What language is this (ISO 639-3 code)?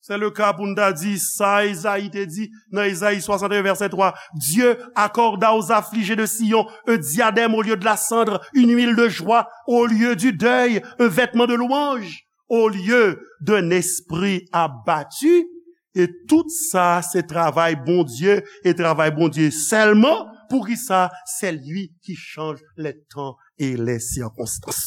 hat